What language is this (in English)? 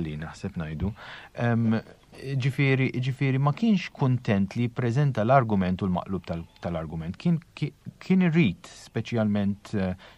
Maltese